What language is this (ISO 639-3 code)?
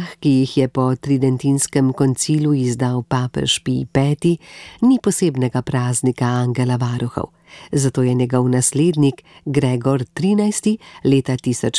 slv